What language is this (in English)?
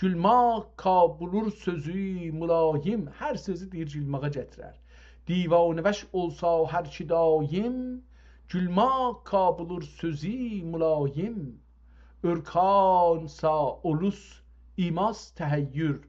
South Azerbaijani